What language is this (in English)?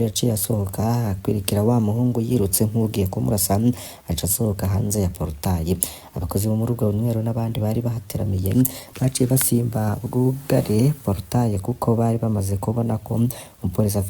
Rundi